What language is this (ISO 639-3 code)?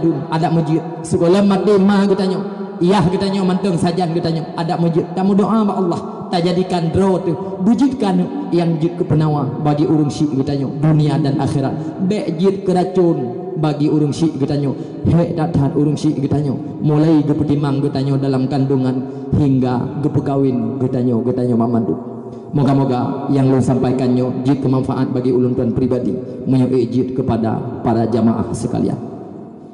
ace